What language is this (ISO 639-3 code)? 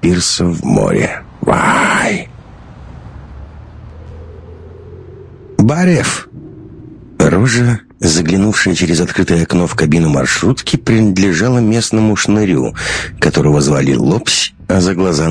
rus